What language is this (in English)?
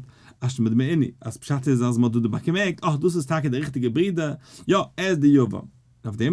Yiddish